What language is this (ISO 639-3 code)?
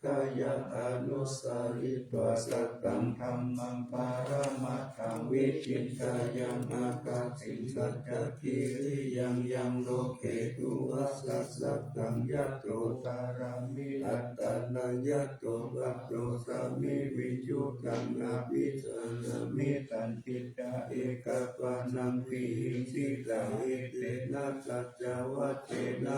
pli